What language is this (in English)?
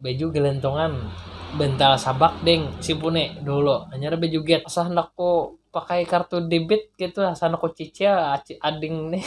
Banjar